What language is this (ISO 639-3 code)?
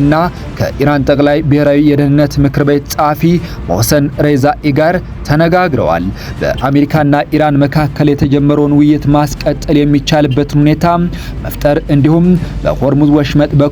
amh